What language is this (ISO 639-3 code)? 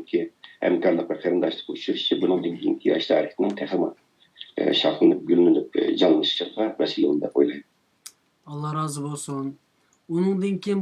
uig